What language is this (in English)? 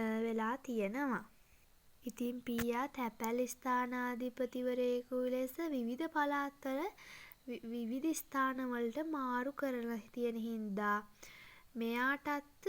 Sinhala